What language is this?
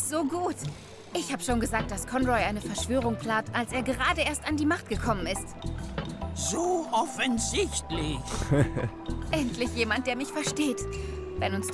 Swiss German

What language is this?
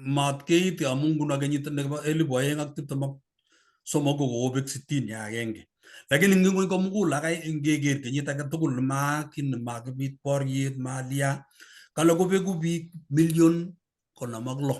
Kalenjin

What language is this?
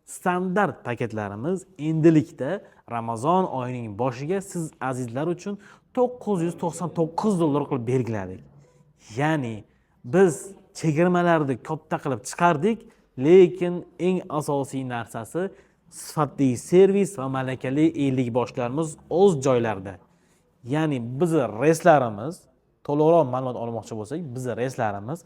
Uzbek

